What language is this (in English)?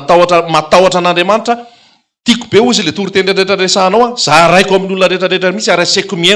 Malagasy